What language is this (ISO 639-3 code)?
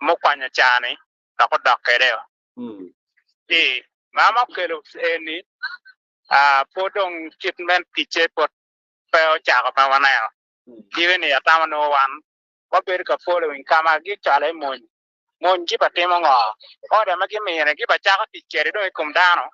ach